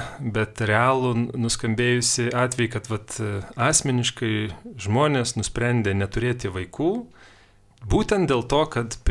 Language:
Lithuanian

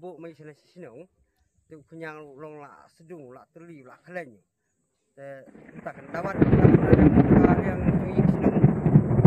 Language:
Khasi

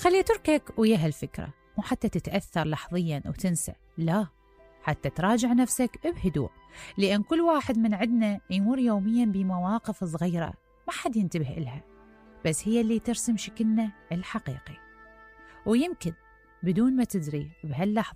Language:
Mesopotamian Arabic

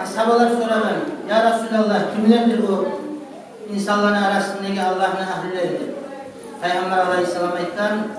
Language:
Kumyk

